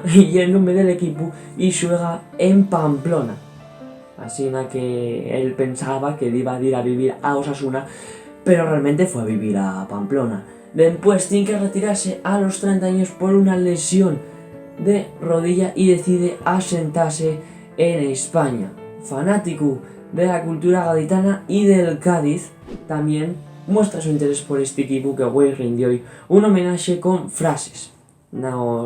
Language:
Asturian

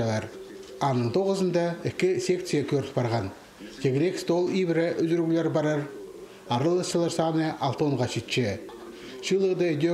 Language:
Khakas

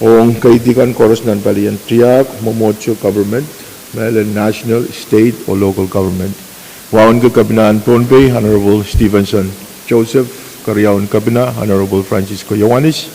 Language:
Pohnpeian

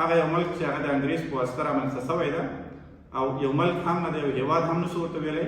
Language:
Pashto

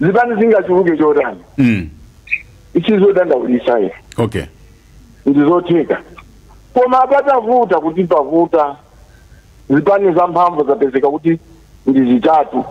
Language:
Nyanja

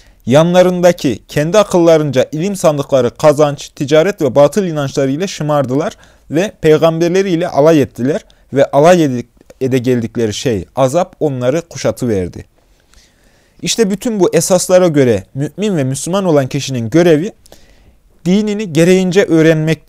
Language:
Turkish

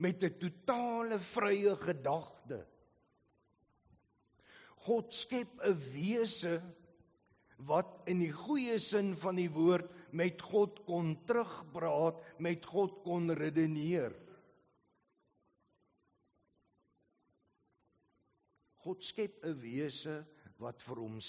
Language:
Afrikaans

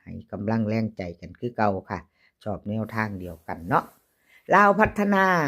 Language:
Lao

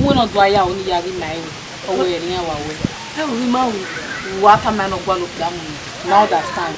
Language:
Bini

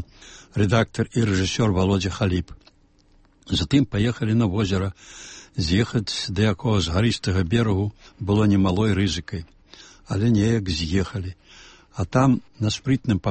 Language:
Belarusian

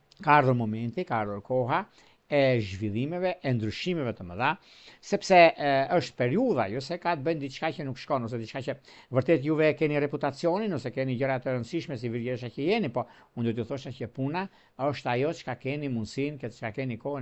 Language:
Albanian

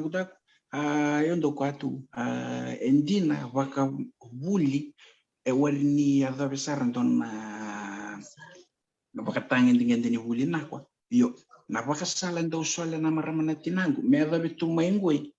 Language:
Fijian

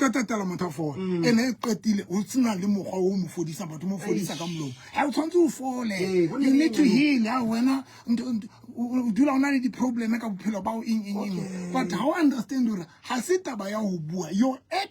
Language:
Southern Sotho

